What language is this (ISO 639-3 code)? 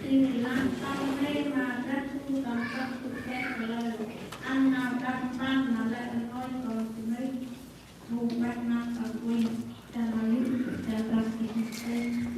cmo